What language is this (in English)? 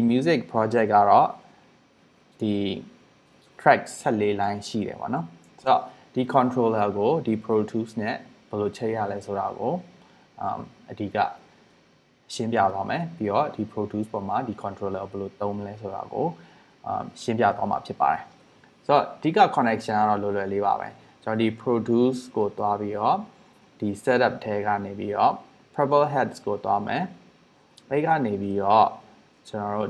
Burmese